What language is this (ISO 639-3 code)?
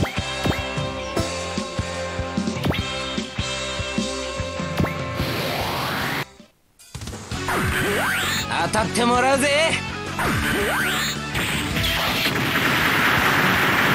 jpn